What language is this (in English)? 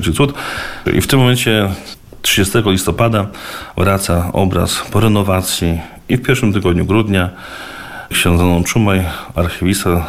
Polish